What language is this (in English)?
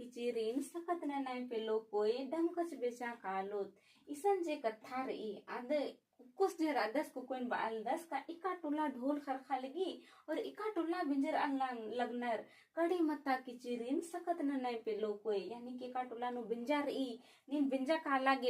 Kurukh